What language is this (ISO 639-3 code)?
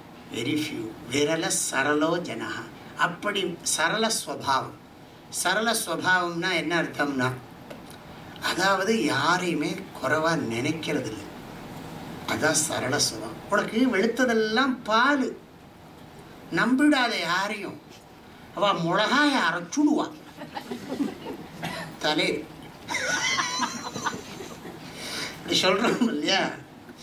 tam